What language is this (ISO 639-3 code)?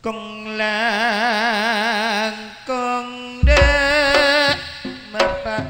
mad